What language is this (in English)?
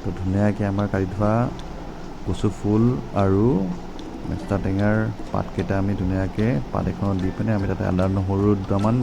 Assamese